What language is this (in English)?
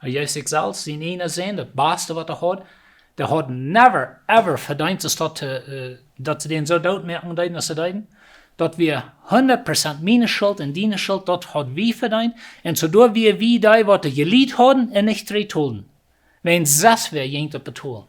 Plautdietsch